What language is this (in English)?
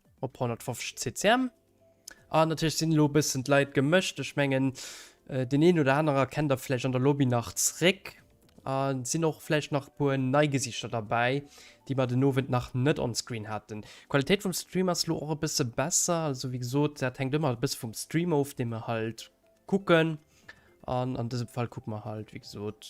Luxembourgish